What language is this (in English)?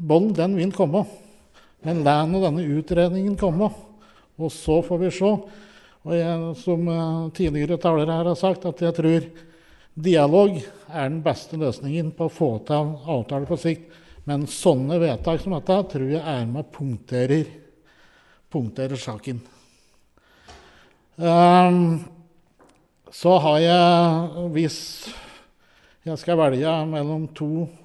Norwegian